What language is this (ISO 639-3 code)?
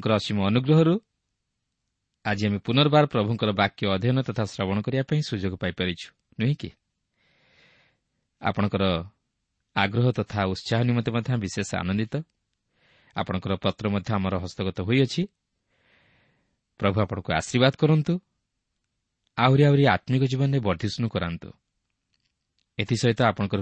ori